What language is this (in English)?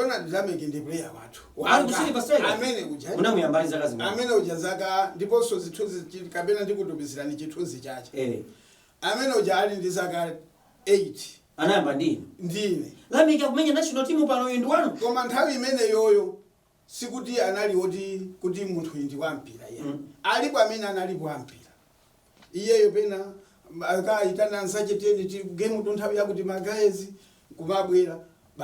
Nyanja